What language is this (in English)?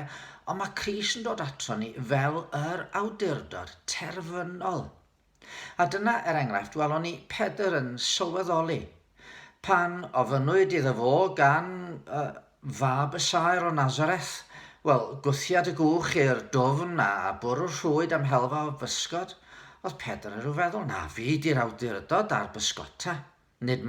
Welsh